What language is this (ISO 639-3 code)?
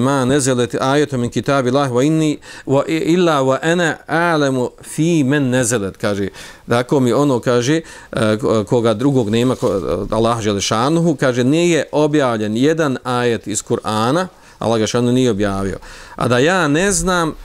bos